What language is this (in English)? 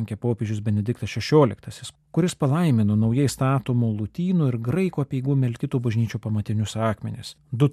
Lithuanian